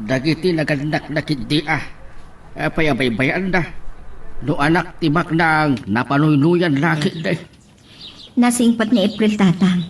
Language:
Iloko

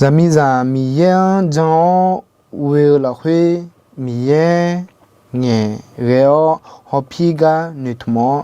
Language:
Akha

